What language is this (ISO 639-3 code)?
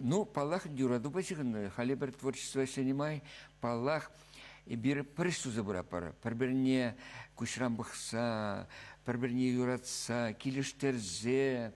chv